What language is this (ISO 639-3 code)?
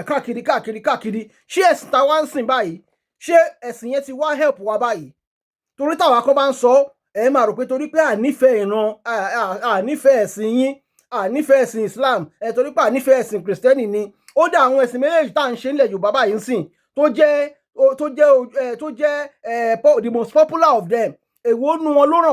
yor